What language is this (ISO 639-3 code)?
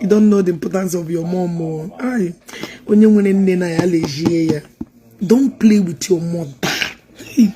ibo